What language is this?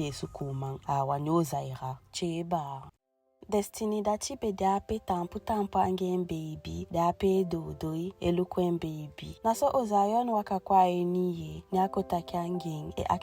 Eastern Maroon Creole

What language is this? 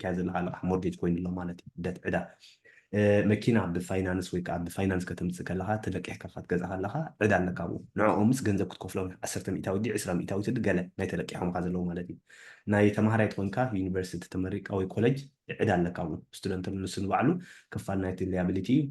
Tigrinya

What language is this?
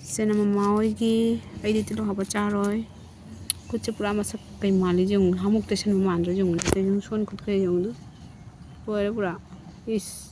Manipuri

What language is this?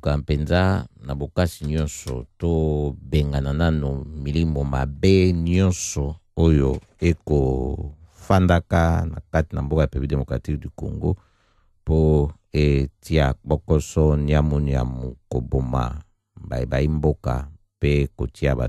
Lingala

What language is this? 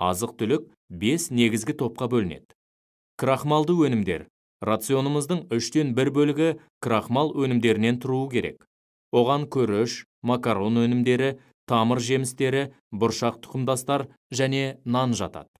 Kazakh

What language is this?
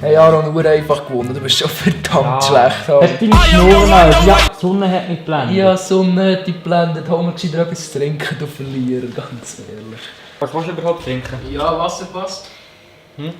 Swiss German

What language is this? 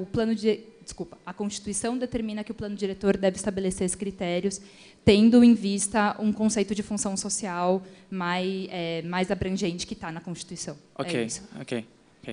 Portuguese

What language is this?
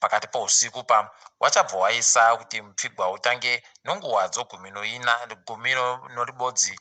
Ndau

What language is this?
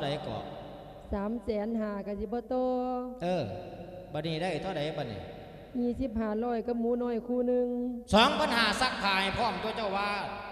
Lao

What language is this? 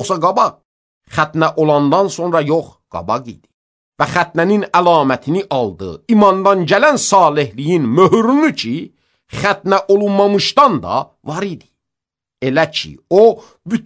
Azerbaijani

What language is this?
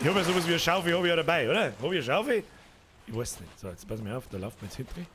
Bavarian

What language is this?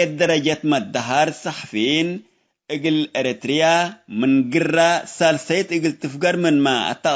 Tigre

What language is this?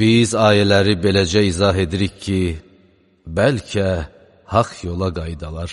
Azerbaijani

